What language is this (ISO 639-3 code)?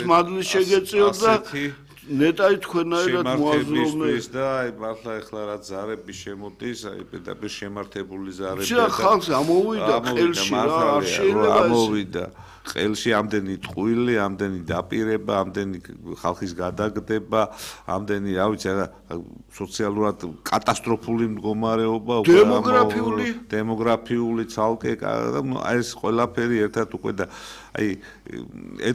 kat